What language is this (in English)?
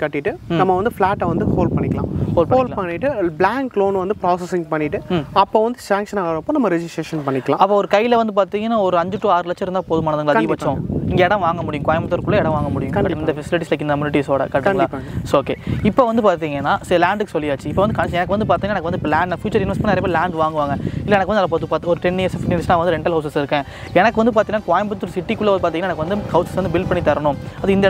Tamil